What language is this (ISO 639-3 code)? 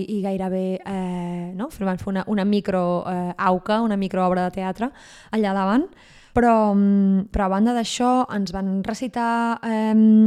cat